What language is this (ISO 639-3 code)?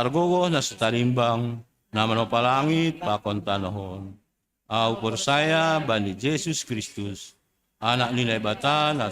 bts